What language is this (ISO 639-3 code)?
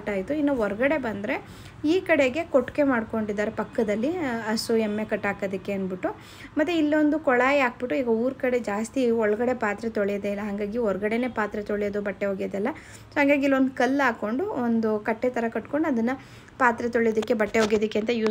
kan